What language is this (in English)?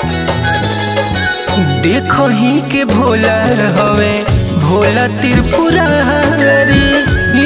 Bhojpuri